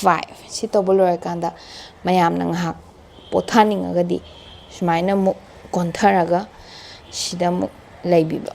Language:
Manipuri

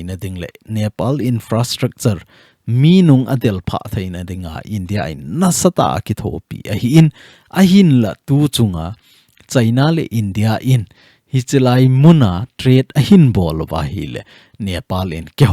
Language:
Thado Chin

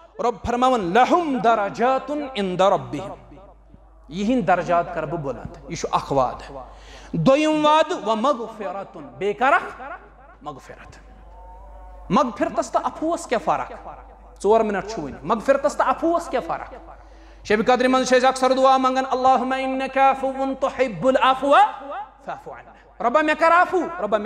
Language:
Kashmiri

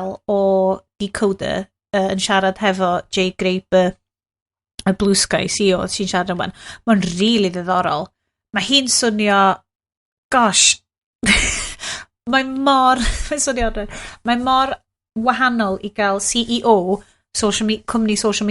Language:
Welsh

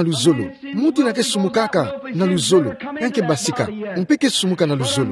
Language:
Kituba (Democratic Republic of Congo)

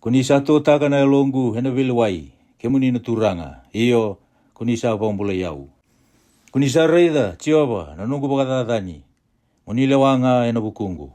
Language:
Fijian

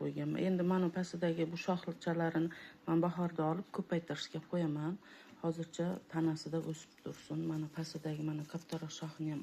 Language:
Uzbek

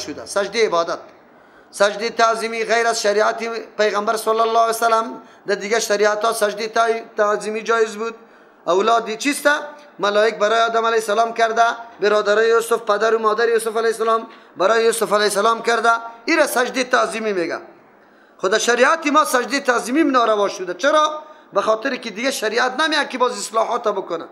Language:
Persian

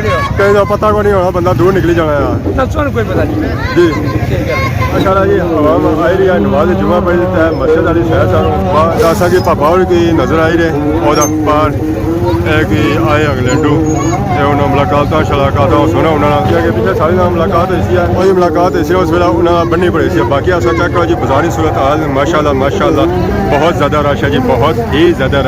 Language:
Pahari-Potwari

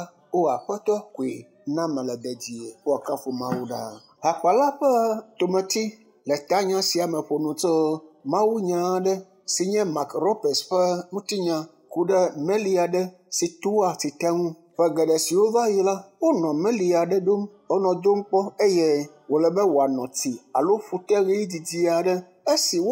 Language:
Ewe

